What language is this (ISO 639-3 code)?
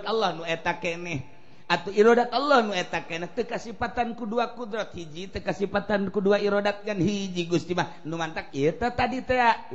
sun